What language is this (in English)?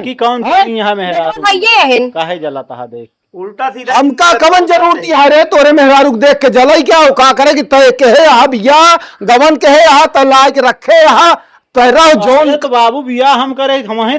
Awadhi